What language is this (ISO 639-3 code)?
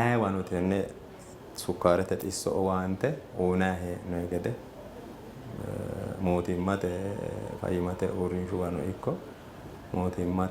sid